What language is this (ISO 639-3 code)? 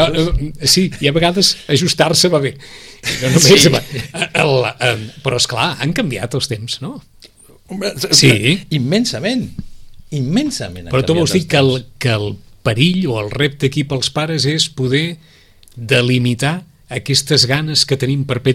cat